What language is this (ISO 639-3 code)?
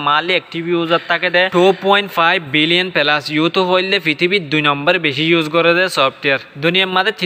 rhg